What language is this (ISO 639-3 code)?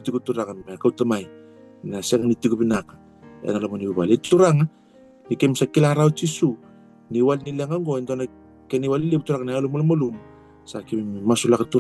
fij